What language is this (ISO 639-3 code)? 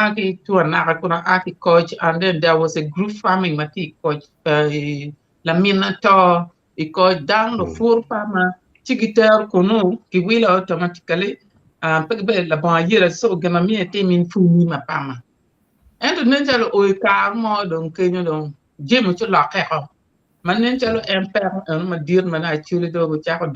ach